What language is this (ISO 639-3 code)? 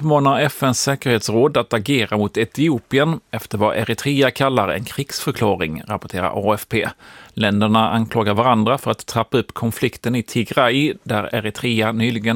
swe